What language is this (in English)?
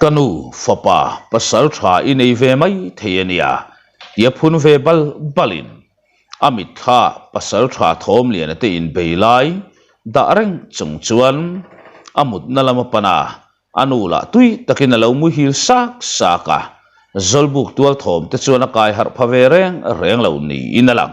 Mizo